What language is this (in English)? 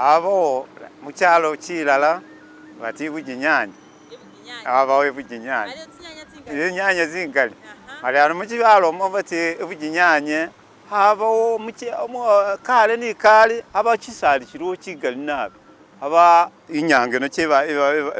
Masaaba